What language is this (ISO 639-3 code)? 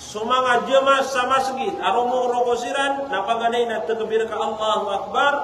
mrw